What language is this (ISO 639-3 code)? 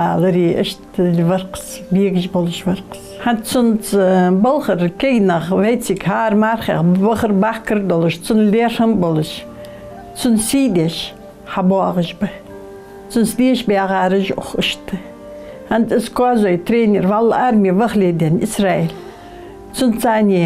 inh